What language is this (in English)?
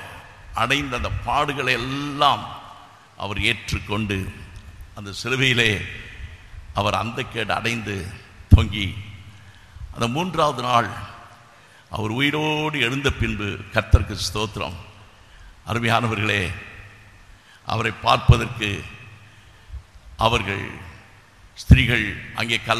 Tamil